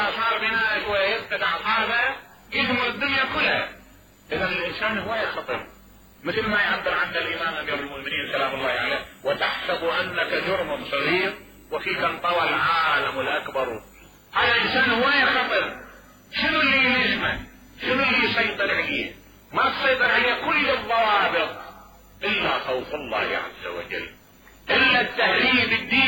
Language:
Mesopotamian Arabic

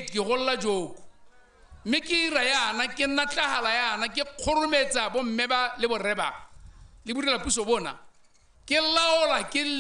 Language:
Tswana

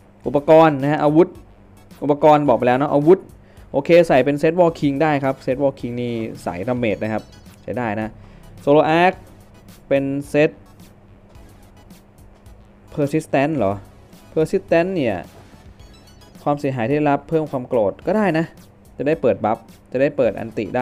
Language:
Thai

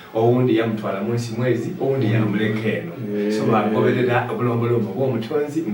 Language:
Soga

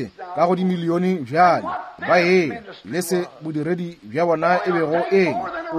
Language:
Northern Sotho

